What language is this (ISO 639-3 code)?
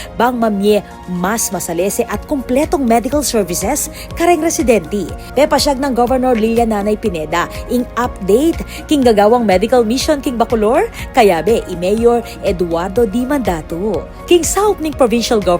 pam